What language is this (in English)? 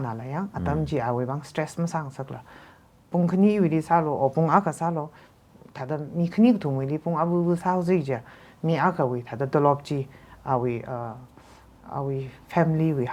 Tangkhul Naga (India)